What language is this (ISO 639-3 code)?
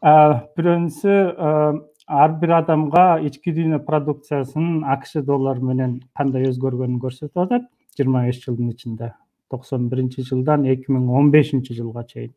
kir